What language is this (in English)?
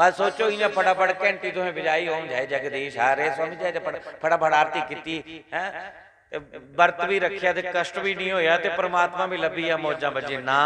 Dogri